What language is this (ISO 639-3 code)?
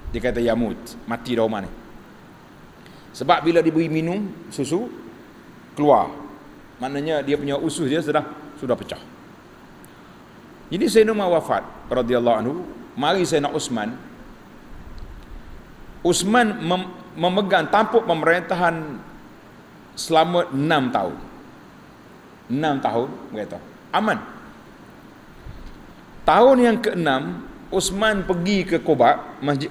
msa